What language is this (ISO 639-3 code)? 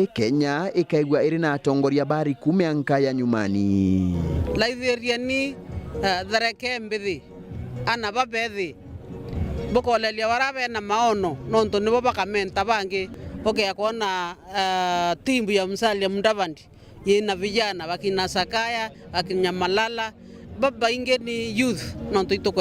mer